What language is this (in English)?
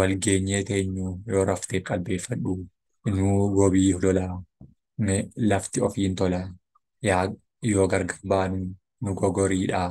Oromo